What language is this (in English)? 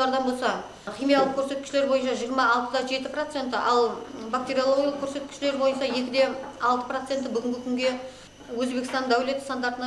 Kara-Kalpak